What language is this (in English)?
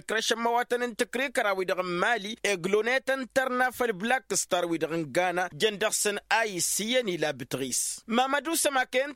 Tamasheq